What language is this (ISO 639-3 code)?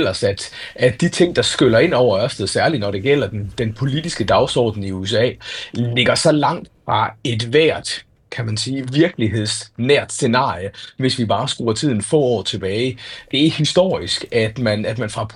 dan